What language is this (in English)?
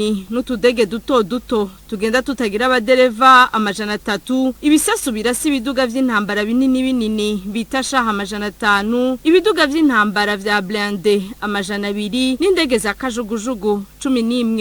Rundi